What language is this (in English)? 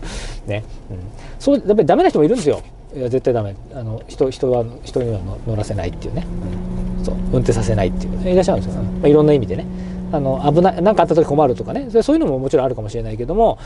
Japanese